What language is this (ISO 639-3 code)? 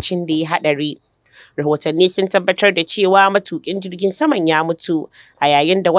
hau